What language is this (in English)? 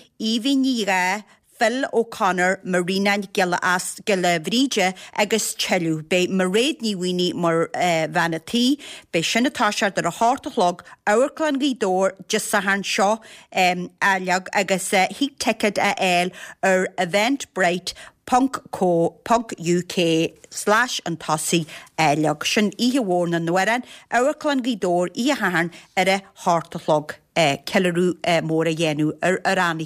Irish